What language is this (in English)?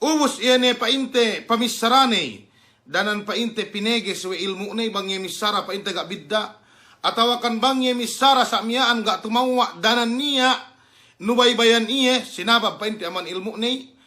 Yakan